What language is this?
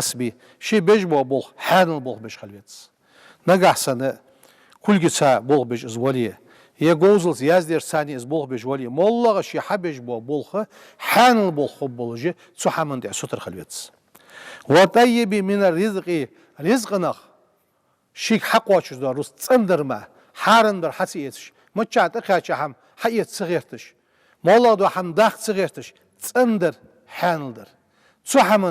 Ingush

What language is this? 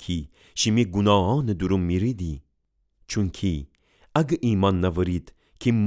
Gilaki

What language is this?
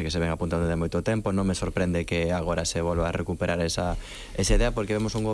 Galician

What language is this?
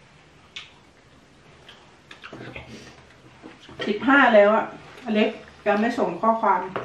Thai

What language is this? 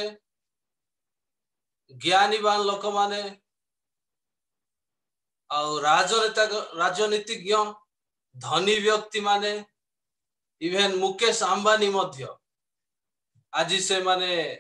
Odia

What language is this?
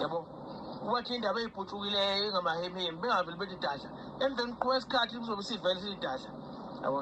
Zulu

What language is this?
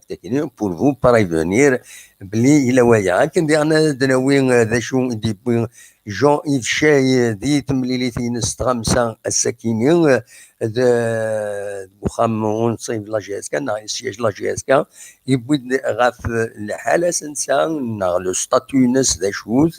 Kabyle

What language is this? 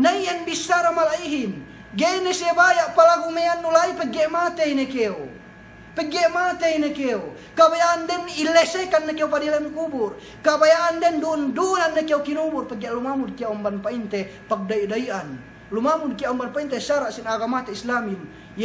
Yakan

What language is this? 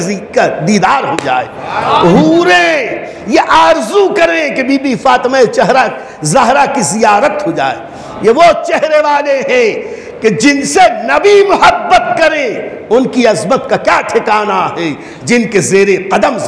Urdu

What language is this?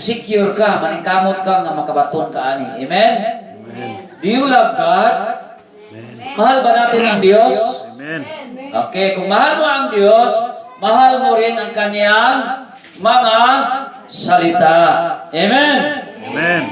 Cebuano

